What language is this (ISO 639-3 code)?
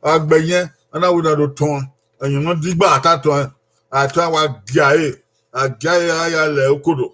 bin